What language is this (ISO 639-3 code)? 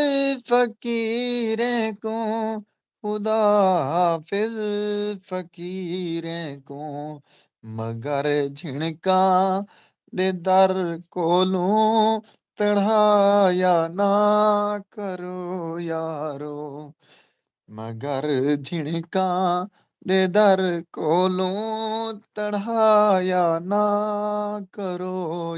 skr